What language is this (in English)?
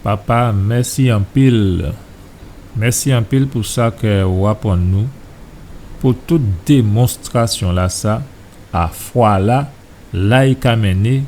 Guadeloupean Creole French